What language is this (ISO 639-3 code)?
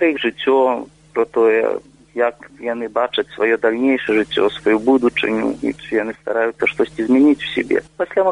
bel